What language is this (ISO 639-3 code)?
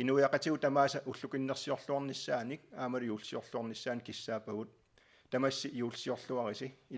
kal